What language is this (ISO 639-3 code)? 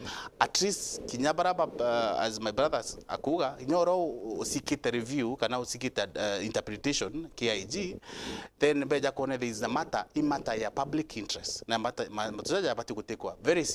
mer